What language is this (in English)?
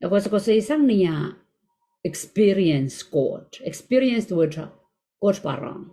Pohnpeian